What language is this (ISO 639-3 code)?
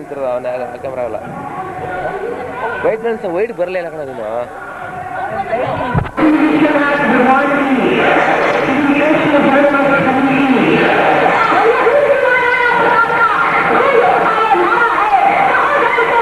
kan